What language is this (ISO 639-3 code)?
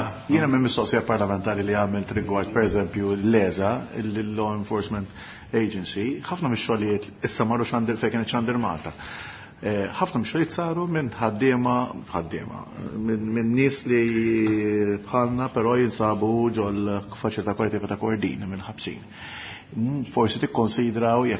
mlt